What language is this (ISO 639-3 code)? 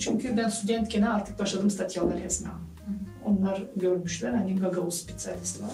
gag